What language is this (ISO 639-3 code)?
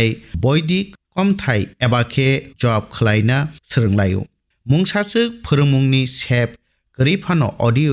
trp